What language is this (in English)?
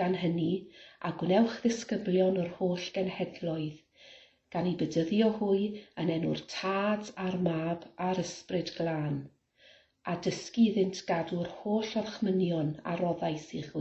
Welsh